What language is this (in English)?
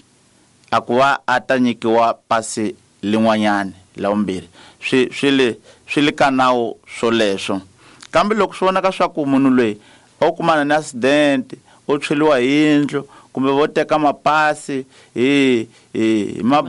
Tsonga